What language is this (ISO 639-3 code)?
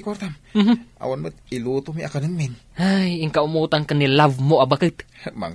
ilo